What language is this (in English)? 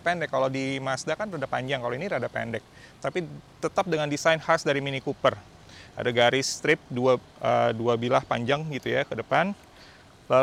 Indonesian